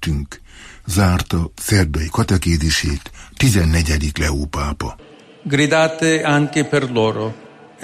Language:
Hungarian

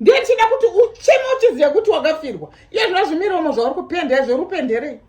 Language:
Shona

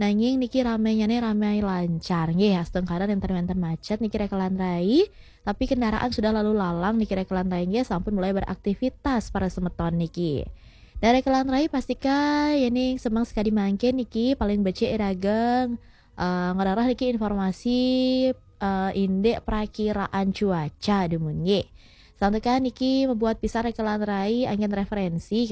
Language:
Balinese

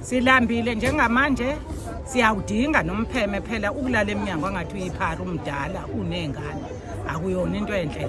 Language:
Zulu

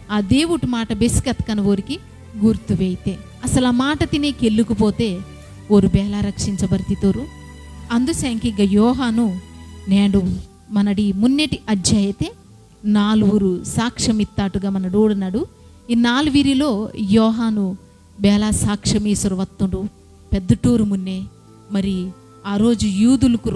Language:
Koya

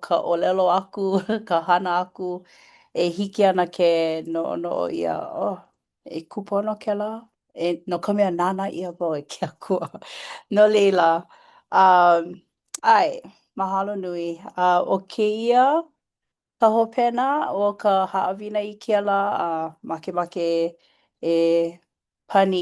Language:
Hawaiian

